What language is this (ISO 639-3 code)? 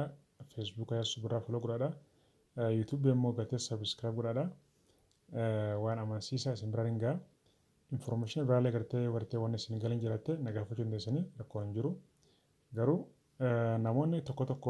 orm